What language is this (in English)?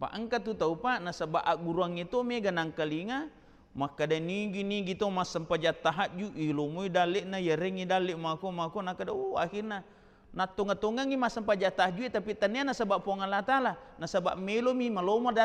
Buginese